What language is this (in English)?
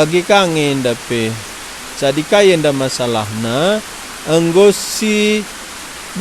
Batak Karo